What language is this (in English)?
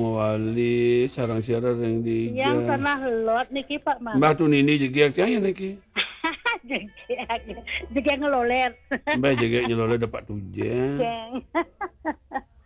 Balinese